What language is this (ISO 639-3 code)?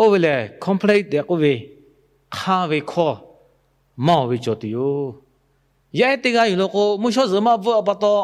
lhu